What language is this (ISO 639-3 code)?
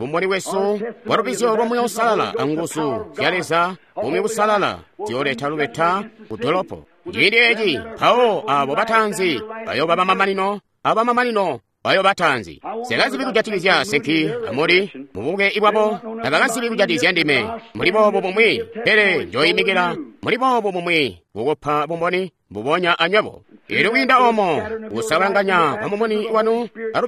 toi